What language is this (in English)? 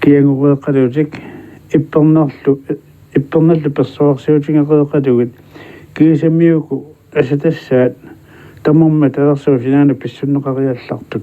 Kalaallisut